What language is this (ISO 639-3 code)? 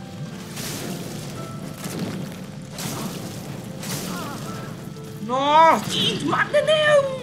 hun